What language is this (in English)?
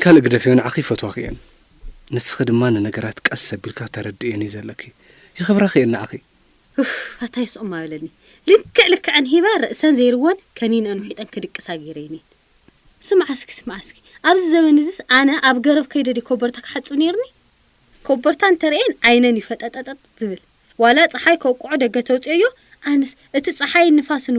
Tigrinya